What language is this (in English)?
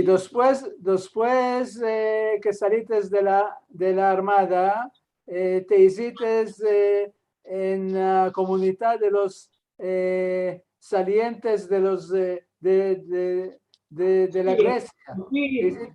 Ladino